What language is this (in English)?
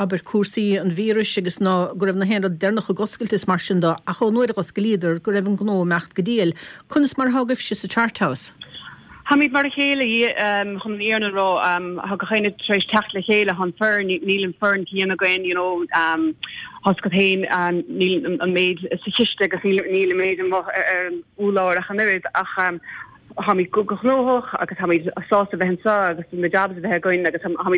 Irish